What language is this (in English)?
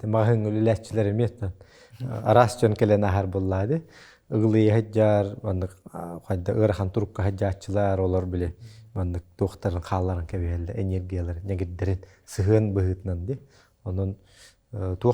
Yakut